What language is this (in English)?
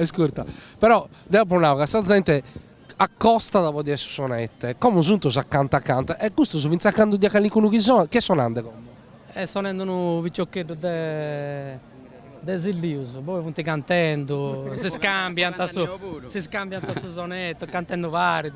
Sardinian